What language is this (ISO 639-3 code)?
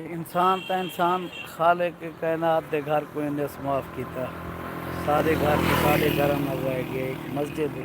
skr